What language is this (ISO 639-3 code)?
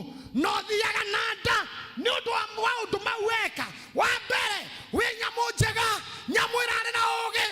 kik